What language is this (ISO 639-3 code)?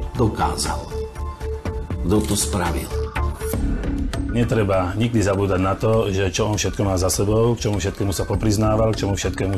slk